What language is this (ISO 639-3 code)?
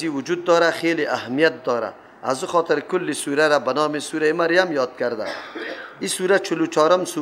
fas